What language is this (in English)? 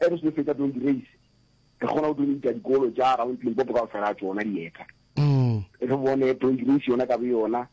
Northern Sotho